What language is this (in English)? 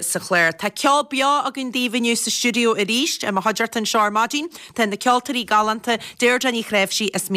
Irish